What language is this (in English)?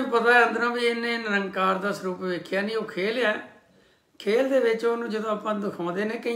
Punjabi